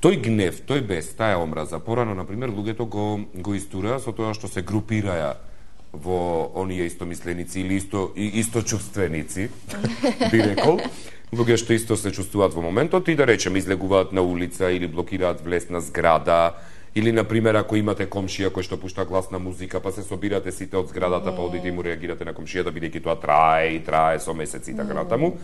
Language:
Macedonian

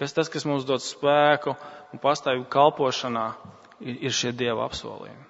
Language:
Latvian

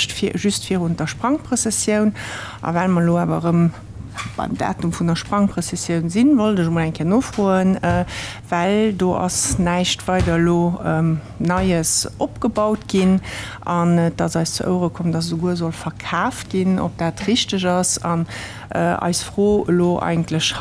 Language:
Luxembourgish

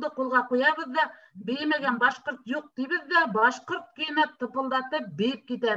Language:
Bashkir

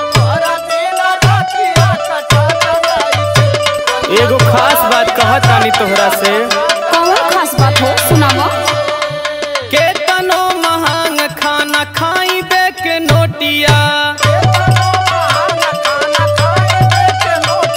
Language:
Bhojpuri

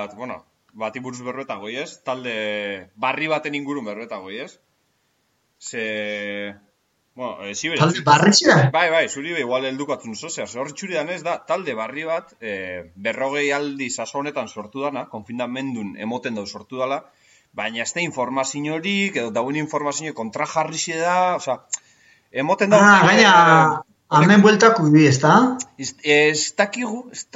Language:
Basque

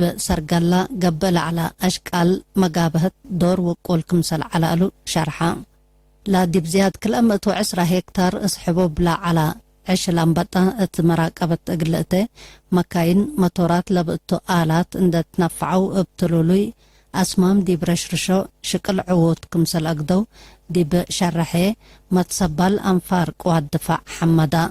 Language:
Tigre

